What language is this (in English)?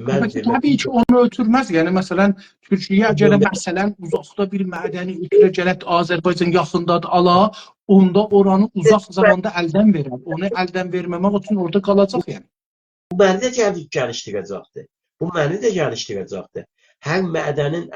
South Azerbaijani